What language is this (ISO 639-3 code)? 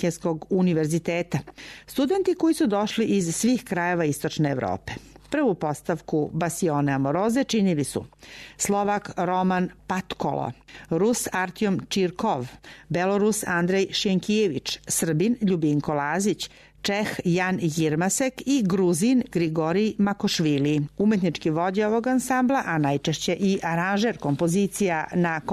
srp